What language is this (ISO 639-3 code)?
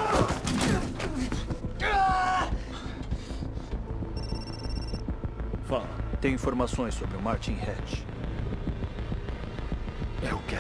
por